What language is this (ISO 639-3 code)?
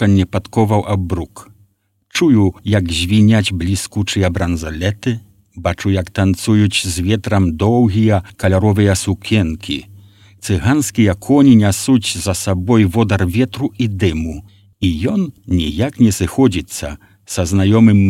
bel